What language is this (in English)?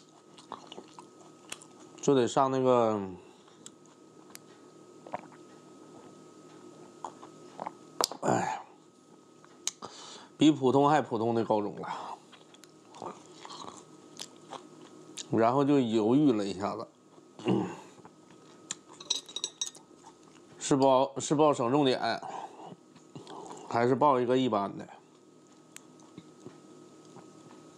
Chinese